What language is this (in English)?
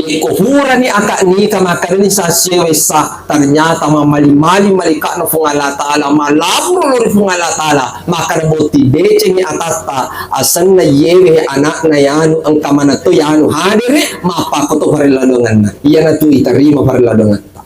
Buginese